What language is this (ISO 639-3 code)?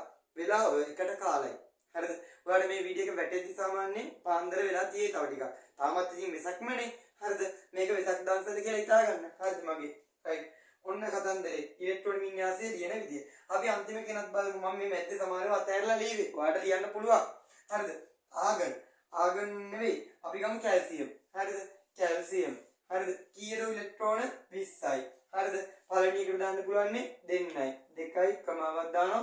sin